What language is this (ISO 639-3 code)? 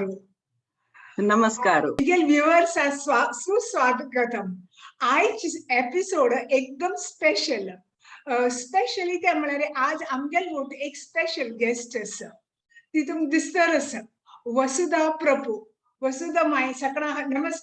kok